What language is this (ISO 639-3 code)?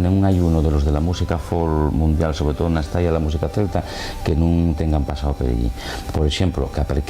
ast